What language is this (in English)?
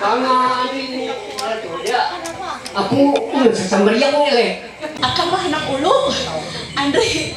Ma'anyan